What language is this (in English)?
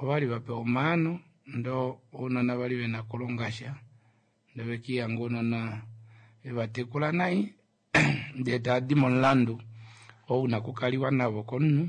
Kuanyama